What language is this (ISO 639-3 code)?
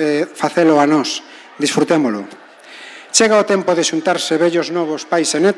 glg